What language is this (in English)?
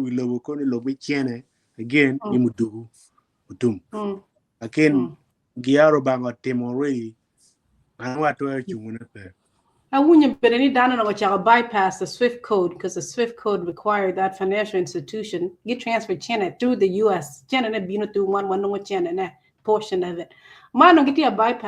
Acoli